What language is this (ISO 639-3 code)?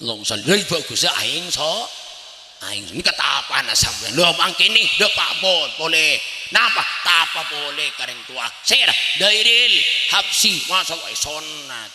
mad